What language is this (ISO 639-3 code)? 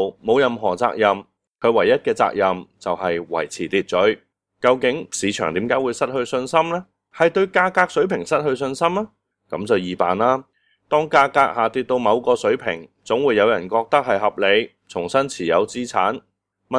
yue